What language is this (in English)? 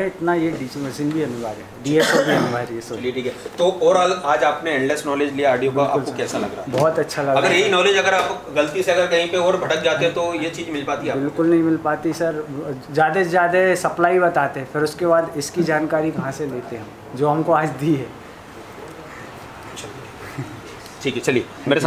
Hindi